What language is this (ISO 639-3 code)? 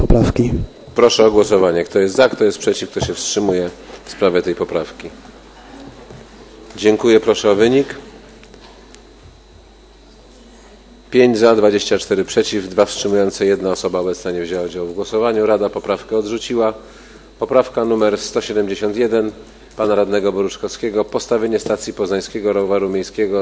pol